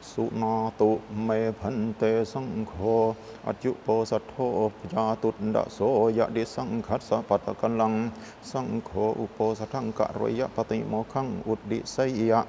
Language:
Pali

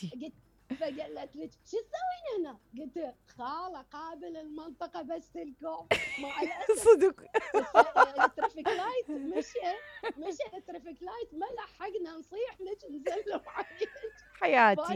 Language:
Mesopotamian Arabic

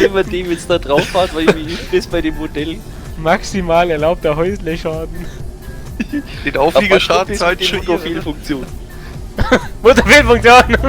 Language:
Bavarian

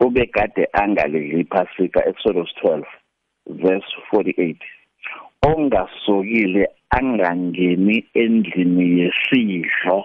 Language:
South Ndebele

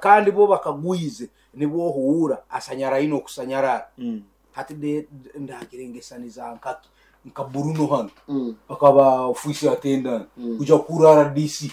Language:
Nyankole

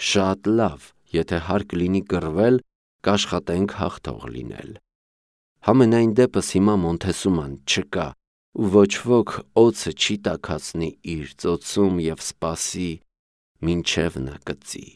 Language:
Armenian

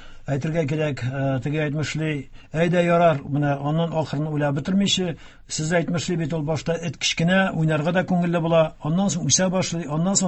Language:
Tatar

